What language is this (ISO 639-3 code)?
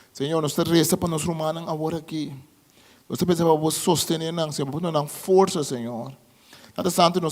pap